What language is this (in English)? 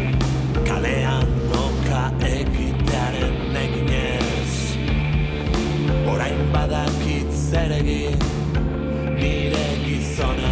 Basque